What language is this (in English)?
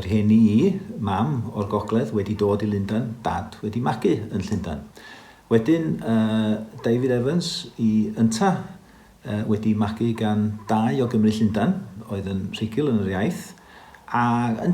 Welsh